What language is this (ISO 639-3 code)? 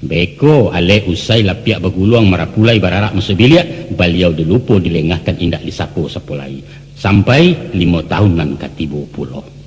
min